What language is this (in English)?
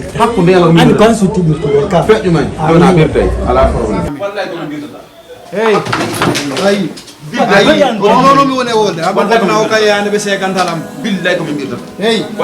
Fula